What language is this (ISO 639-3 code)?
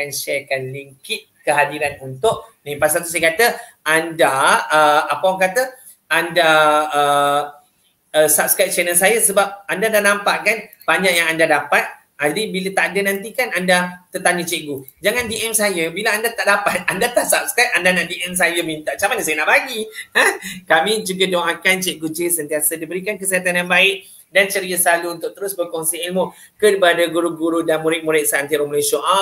msa